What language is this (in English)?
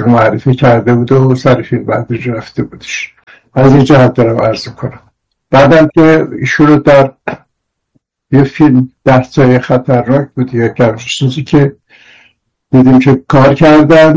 Persian